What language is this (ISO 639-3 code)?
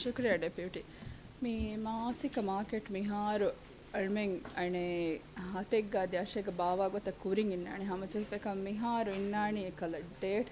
div